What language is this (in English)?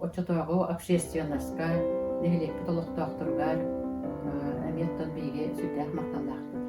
Yakut